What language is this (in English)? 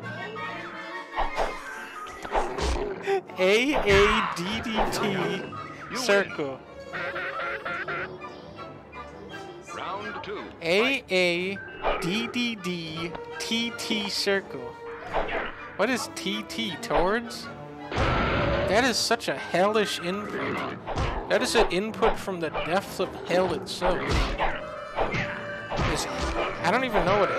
English